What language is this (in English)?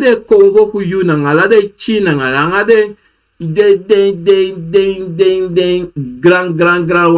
Sranan Tongo